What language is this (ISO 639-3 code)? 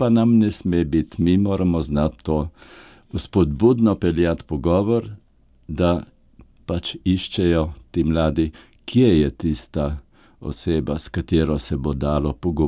slv